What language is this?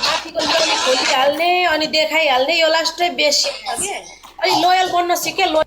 Nepali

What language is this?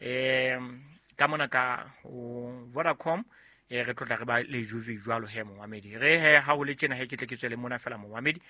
Southern Sotho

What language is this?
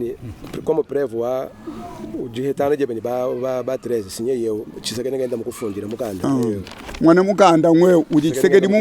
Luba-Lulua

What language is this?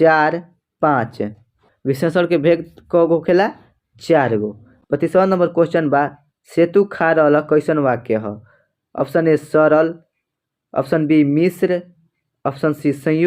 Bhojpuri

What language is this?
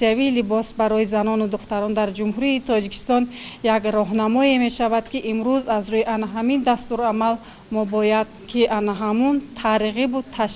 Tajik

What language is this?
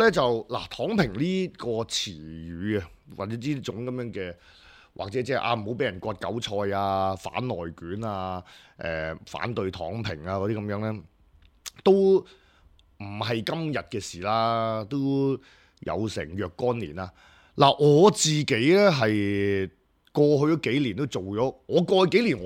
Cantonese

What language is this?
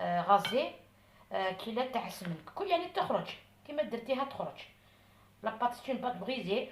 Algerian Arabic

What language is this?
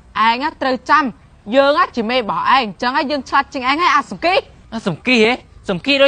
Khmer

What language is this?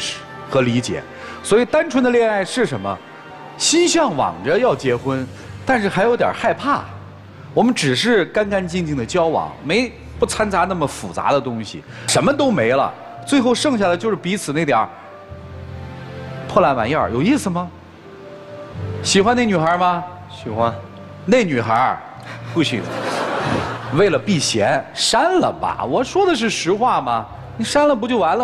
Chinese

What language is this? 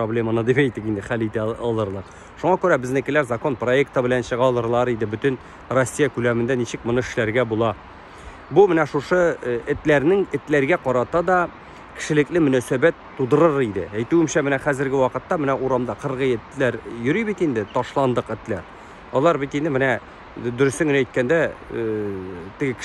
Tatar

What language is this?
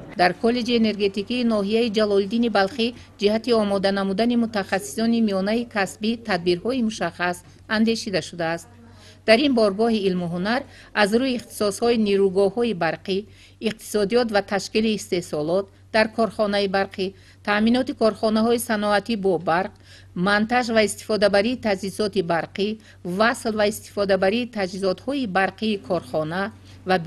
Tajik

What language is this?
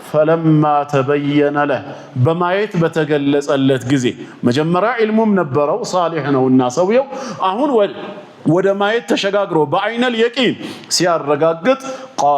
Amharic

